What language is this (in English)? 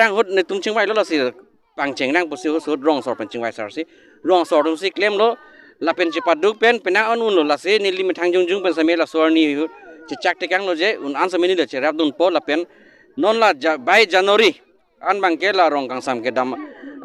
Karbi